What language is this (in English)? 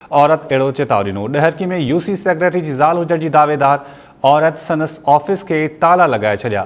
Sindhi